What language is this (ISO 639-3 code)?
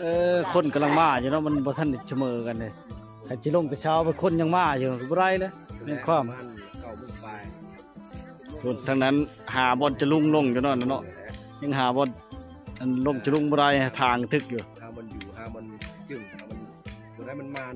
lao